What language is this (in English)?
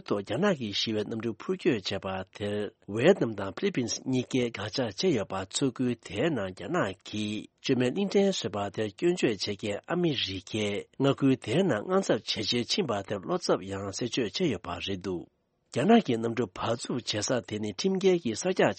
Tibetan